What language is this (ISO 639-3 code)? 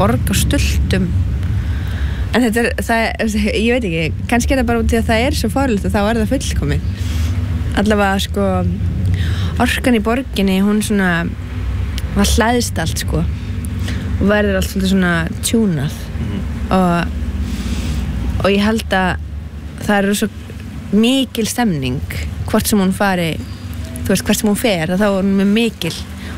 isl